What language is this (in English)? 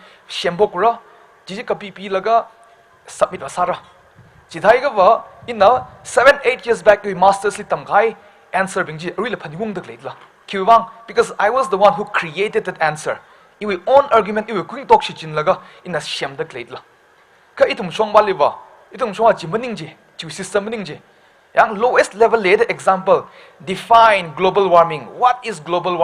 Tangkhul Naga (India)